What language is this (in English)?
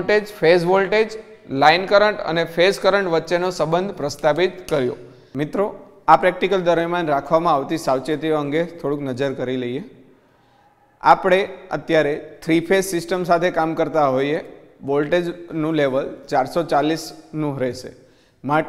Gujarati